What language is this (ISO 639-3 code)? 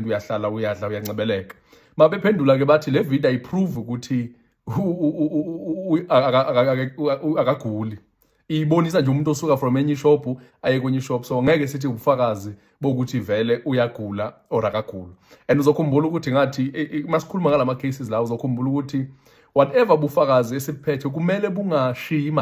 zul